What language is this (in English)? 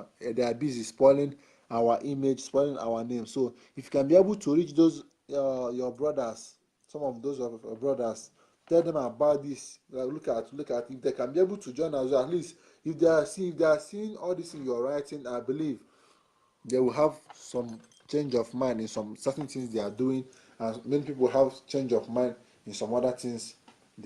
Nigerian Pidgin